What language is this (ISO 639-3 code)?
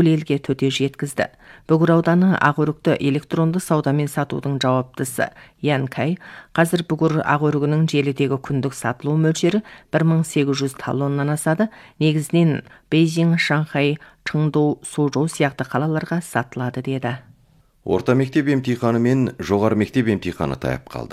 kaz